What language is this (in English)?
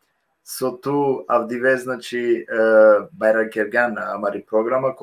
Balkan Romani